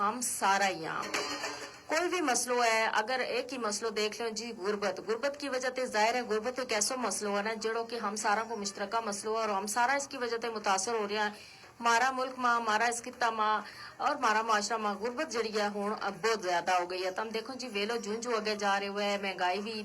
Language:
Gujari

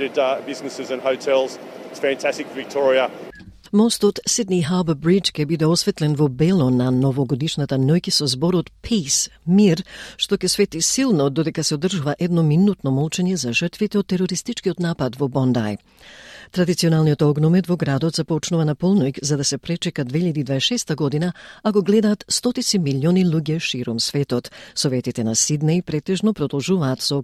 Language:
Macedonian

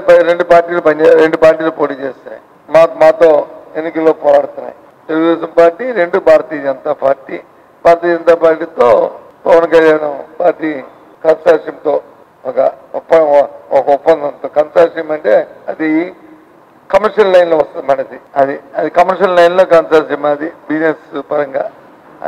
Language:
Telugu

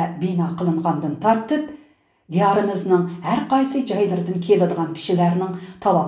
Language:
Uyghur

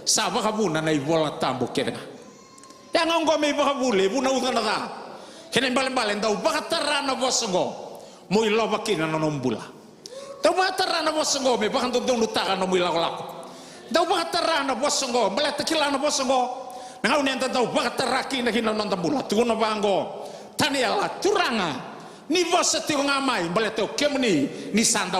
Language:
Fijian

